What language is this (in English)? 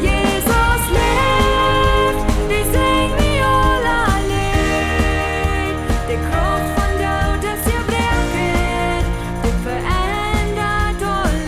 Plautdietsch